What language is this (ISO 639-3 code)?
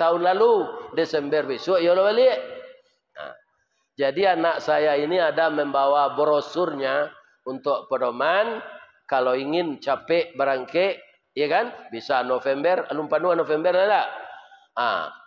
min